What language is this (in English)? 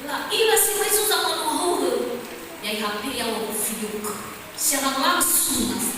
Nias